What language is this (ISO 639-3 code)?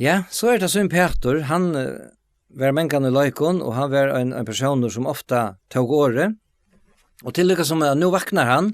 fao